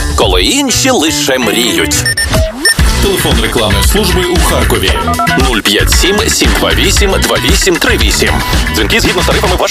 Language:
Ukrainian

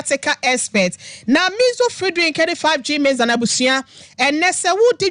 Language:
Akan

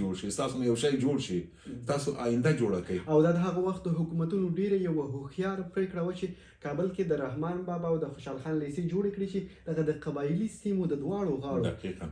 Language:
Pashto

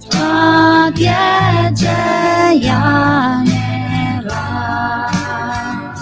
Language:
Akha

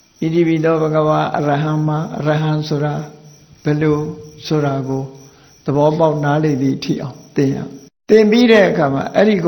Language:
Burmese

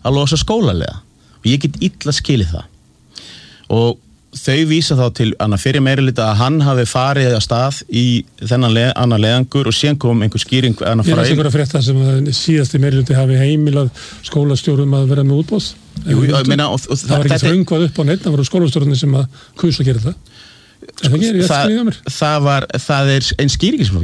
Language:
Icelandic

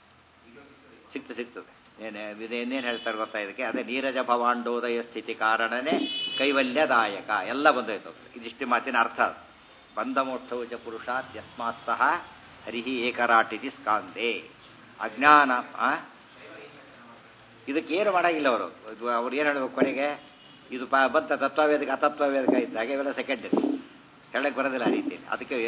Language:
Kannada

